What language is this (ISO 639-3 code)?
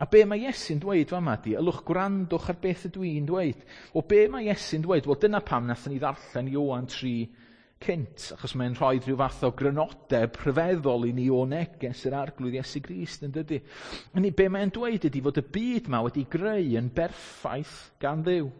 cym